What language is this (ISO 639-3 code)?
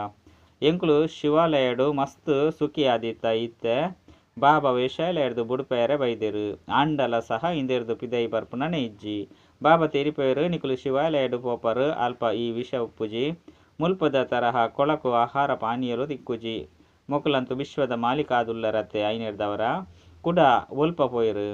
tcy